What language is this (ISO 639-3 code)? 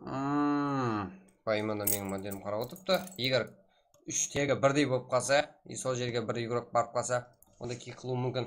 kaa